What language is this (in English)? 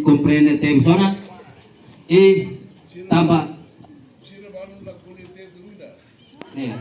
Tetum